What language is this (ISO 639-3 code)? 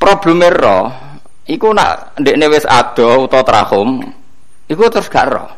jav